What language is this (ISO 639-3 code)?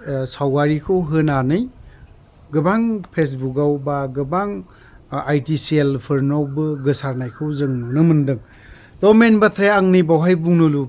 brx